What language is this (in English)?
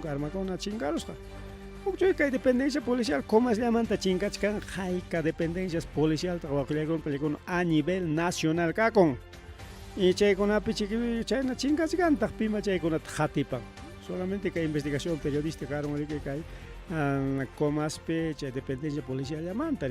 Ayacucho Quechua